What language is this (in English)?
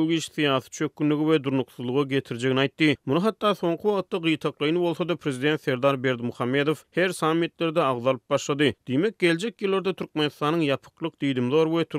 Turkmen